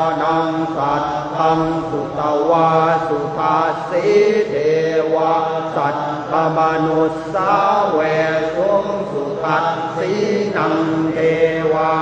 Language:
Pali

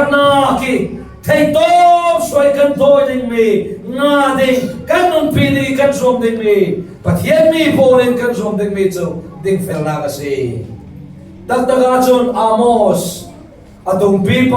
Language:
Falam Chin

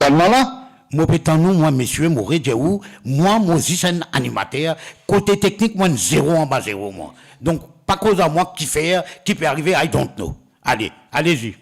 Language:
Morisyen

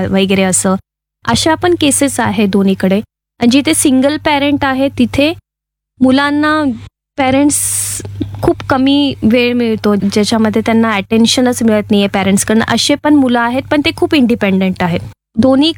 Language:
Marathi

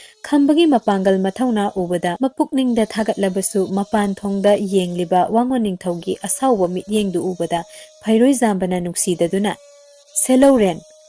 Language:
Manipuri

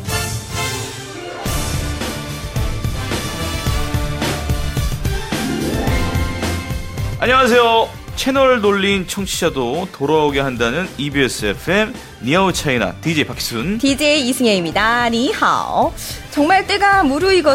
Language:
Korean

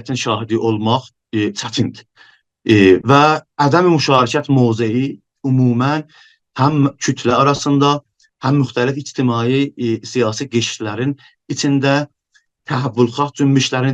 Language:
South Azerbaijani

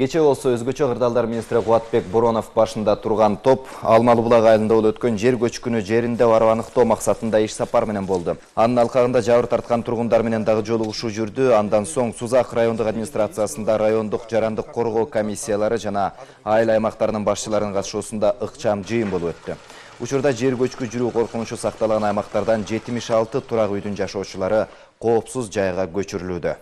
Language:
Kyrgyz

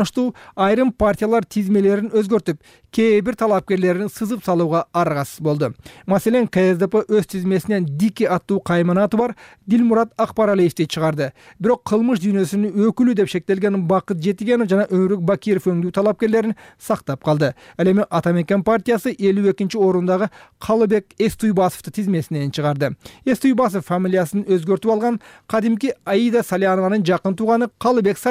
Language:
Kyrgyz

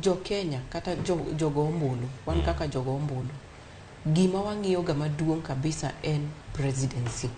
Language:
Luo (Kenya and Tanzania)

